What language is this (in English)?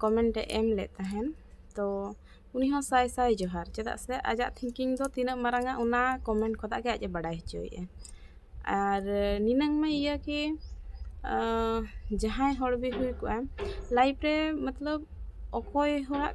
Santali